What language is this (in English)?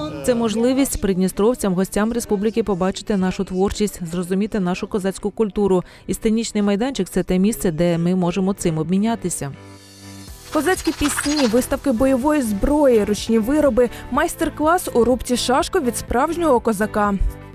Ukrainian